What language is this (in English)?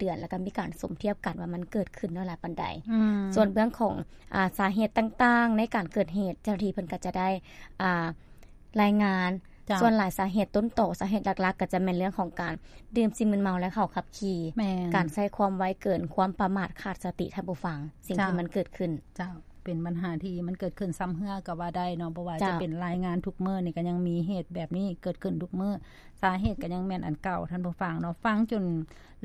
Lao